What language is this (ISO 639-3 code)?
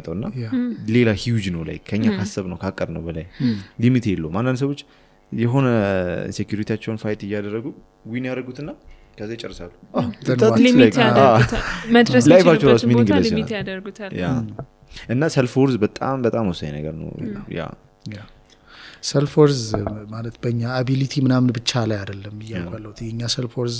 amh